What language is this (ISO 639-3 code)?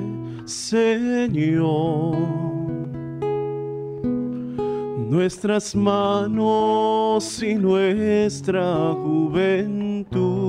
spa